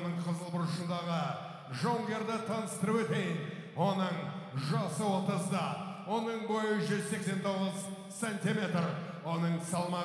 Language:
Kazakh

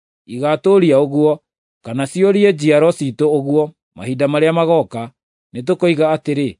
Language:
Kikuyu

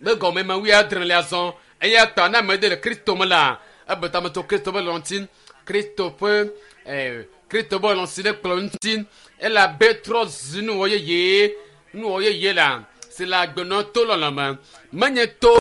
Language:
Ewe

